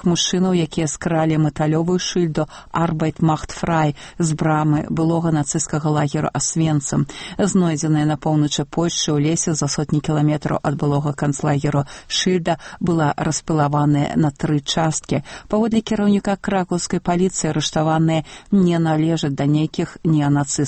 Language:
Belarusian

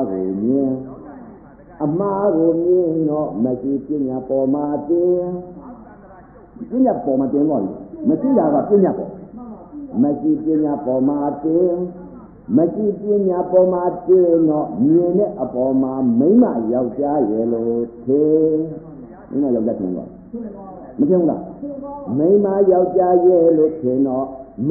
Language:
Burmese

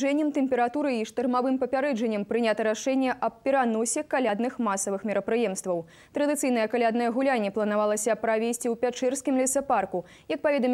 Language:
Belarusian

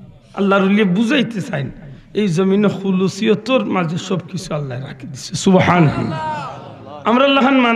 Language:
Sylheti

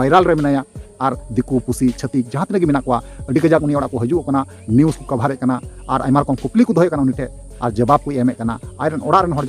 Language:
Santali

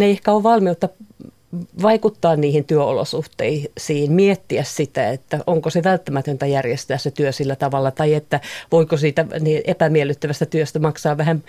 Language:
Finnish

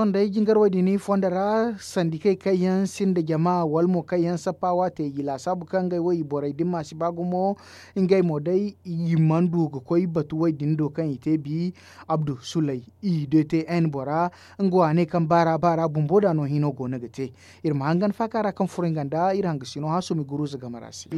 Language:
Zarma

